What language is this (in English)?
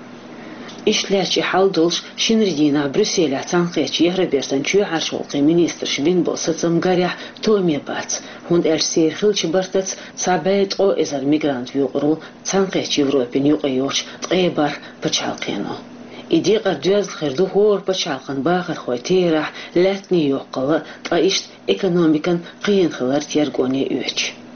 Chechen